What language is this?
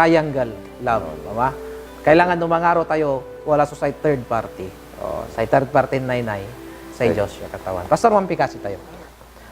Pangasinan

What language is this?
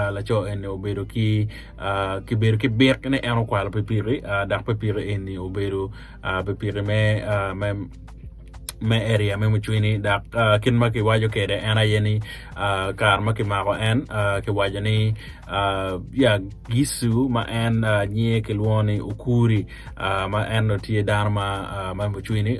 Acoli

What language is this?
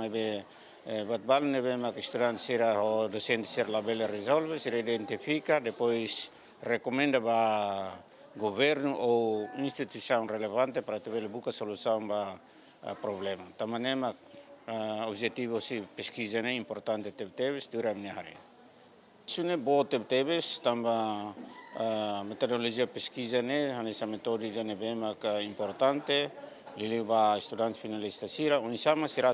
Tetum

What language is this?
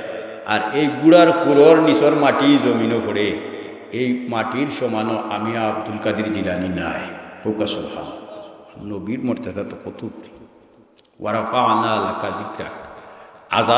Sylheti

